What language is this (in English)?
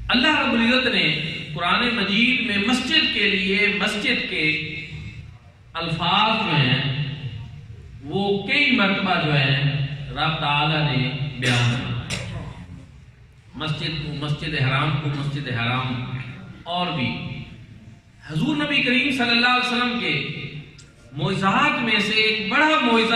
Urdu